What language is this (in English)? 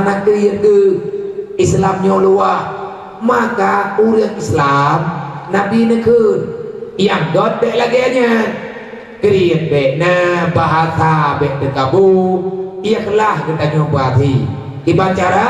Achinese